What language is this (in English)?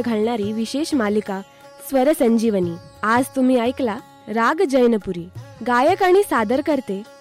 Marathi